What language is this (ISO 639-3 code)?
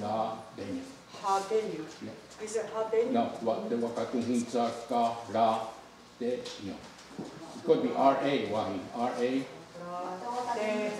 moh